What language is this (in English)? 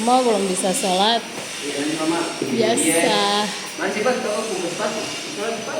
Ambonese Malay